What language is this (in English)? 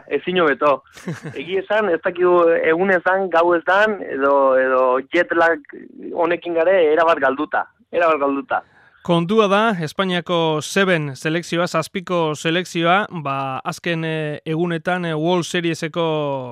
Basque